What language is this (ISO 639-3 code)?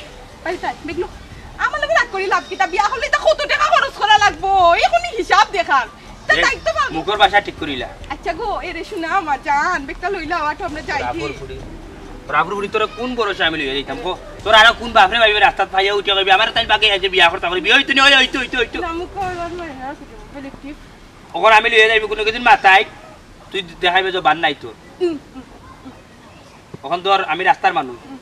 syl